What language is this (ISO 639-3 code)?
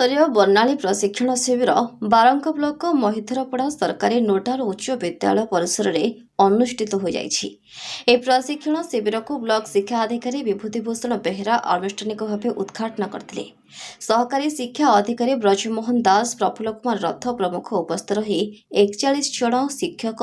ori